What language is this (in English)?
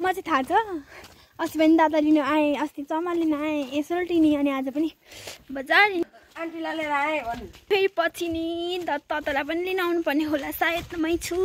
Nepali